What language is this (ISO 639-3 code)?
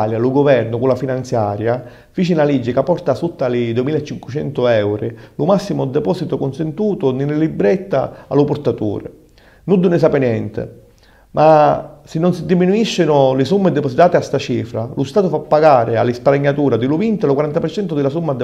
scn